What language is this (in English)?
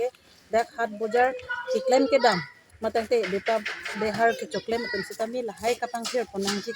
Karbi